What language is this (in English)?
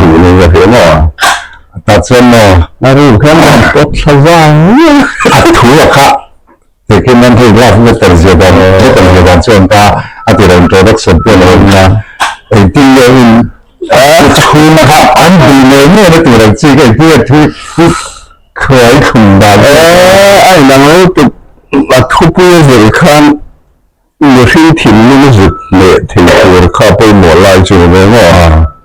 Mizo